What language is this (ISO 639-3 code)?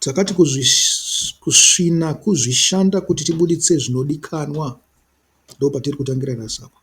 sna